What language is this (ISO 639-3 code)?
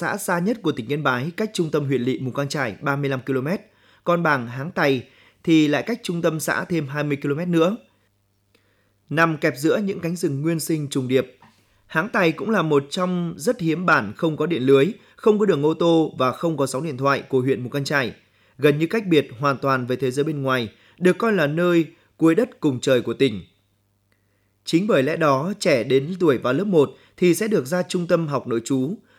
vie